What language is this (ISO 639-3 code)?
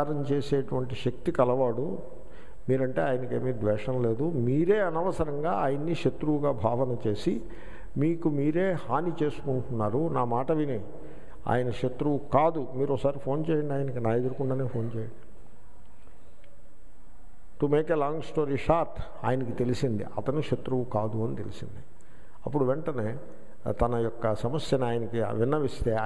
tel